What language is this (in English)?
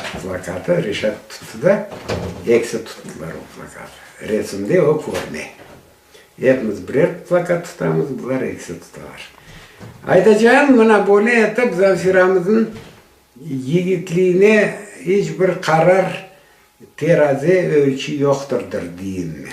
Crimean Tatar